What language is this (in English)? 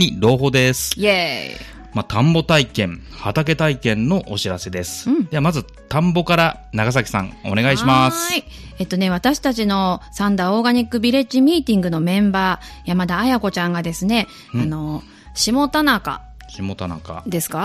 Japanese